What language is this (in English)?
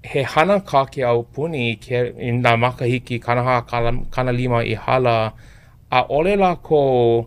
Hawaiian